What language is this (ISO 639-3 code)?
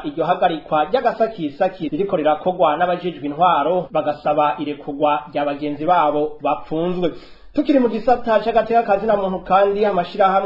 run